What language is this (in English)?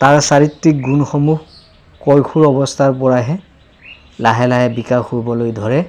Assamese